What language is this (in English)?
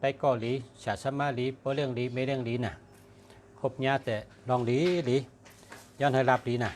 Shan